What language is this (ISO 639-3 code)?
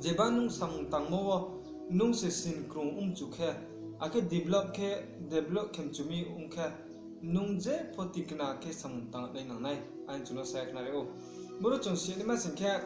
ria